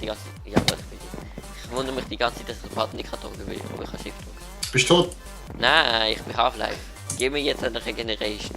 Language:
Swiss German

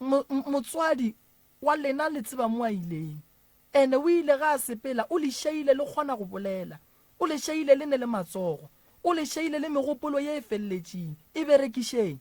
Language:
Northern Sotho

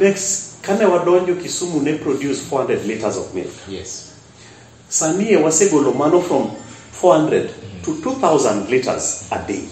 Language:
Luo (Kenya and Tanzania)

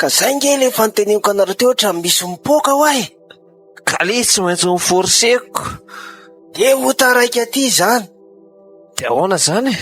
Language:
Malagasy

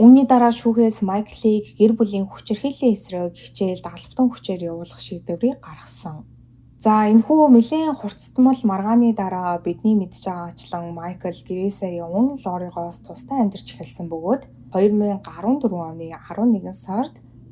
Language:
Mongolian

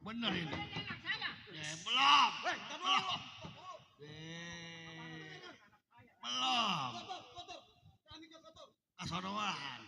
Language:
Betawi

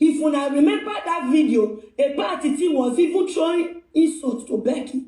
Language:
Nigerian Pidgin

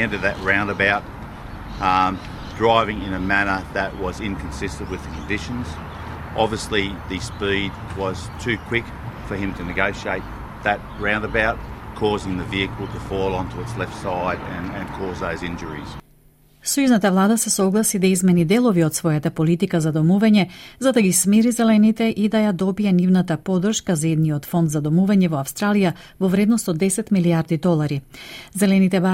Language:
Macedonian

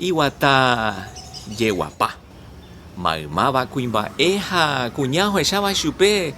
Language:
Guarani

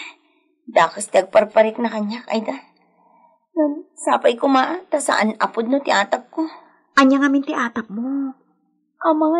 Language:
Iloko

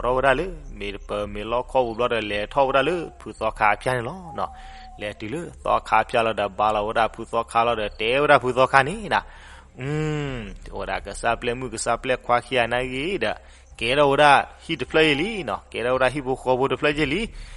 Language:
S'gaw Karen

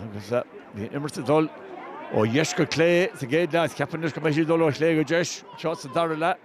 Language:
Irish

